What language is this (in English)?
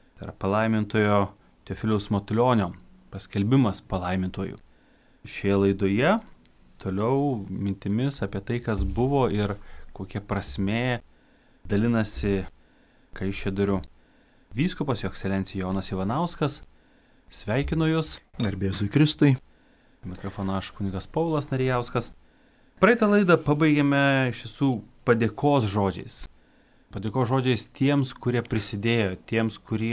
Lithuanian